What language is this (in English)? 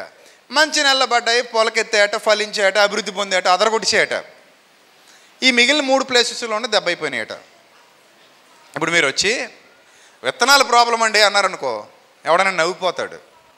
Telugu